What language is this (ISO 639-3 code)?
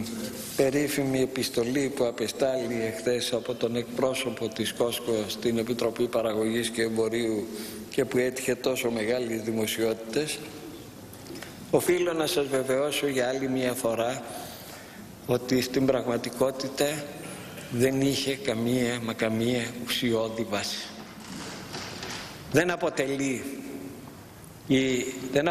ell